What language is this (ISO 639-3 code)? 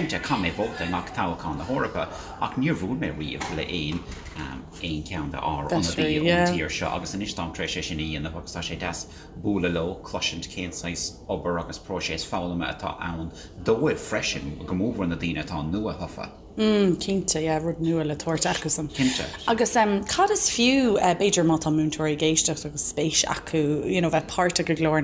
gle